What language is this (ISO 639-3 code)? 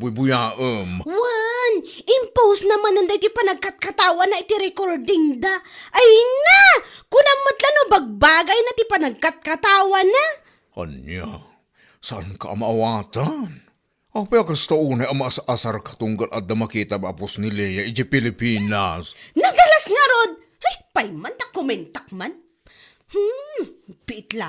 ilo